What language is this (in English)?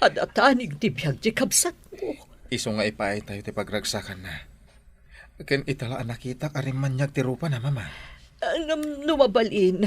Iloko